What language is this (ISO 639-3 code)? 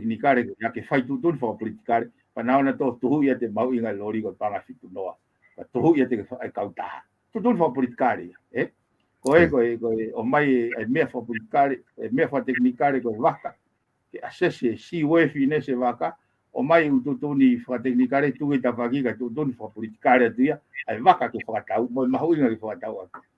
ton